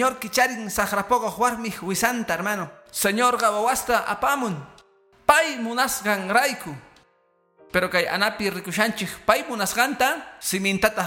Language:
Quechua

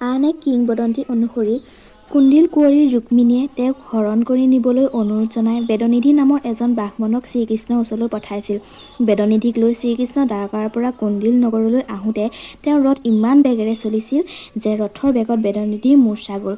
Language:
Assamese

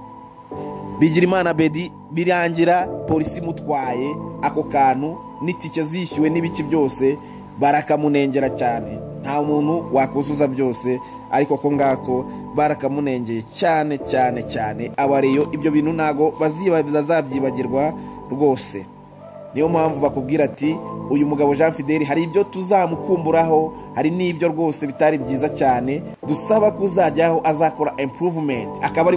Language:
Kinyarwanda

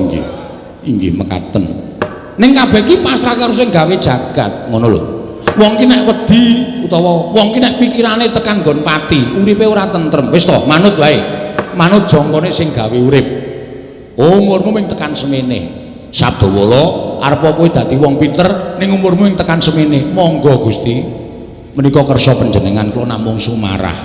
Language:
Javanese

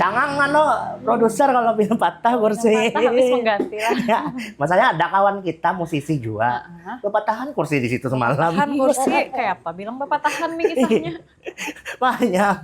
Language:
Banjar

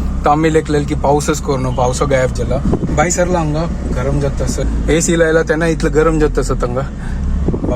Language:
Konkani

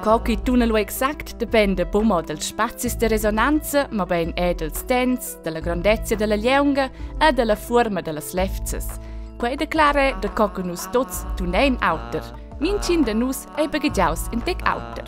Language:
Romansh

